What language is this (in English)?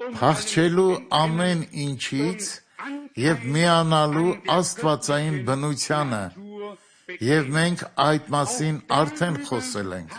Armenian